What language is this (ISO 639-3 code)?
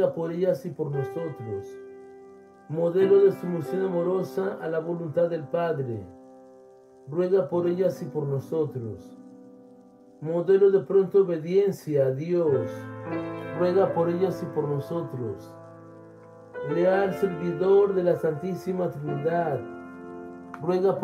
spa